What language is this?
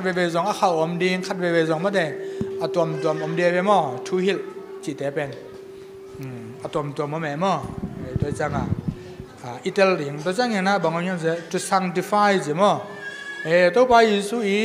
Tedim Chin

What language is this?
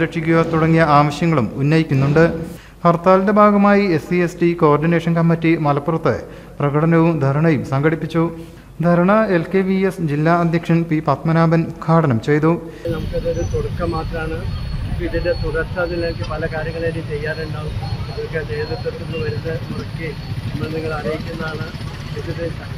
Malayalam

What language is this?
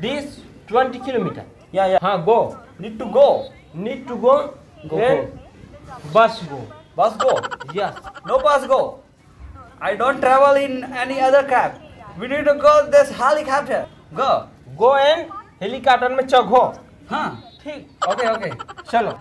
Chhattisgarhi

